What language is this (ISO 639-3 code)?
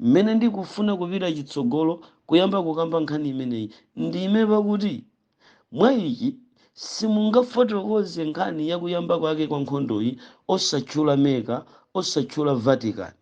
nya